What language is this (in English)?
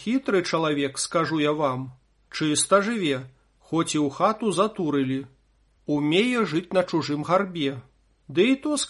Belarusian